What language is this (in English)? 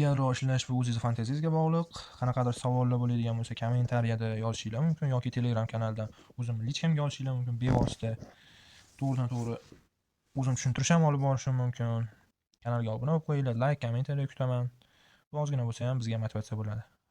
Uzbek